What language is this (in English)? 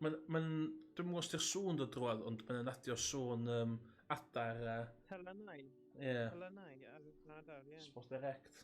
Welsh